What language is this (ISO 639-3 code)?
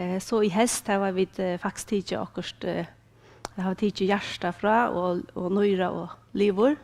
fao